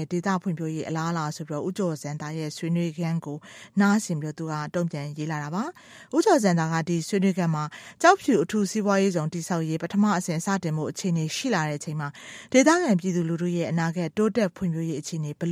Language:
Burmese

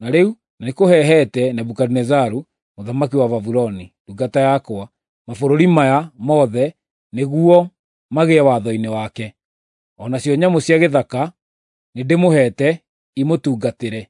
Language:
Kikuyu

